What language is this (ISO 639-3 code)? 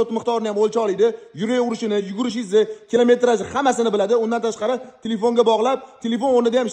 uzb